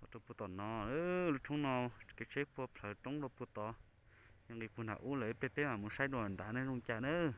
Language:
Hmong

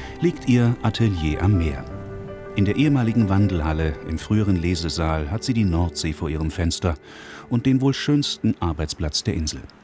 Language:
German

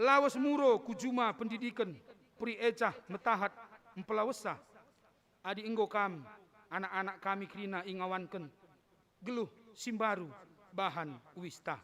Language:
Batak Karo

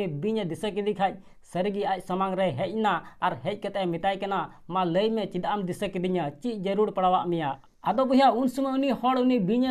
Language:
Santali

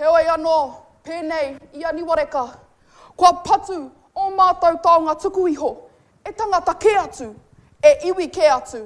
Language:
Māori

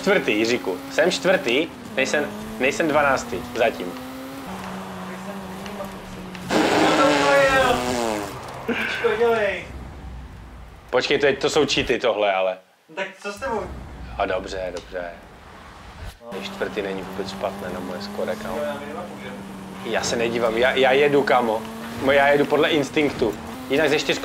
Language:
Czech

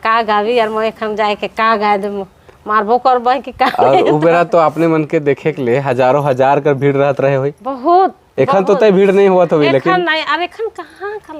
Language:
Sadri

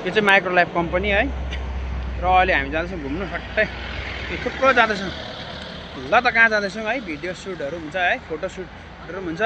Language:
Nepali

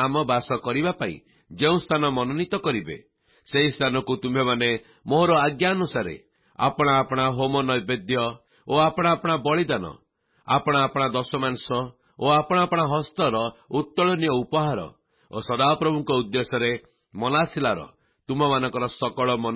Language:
Odia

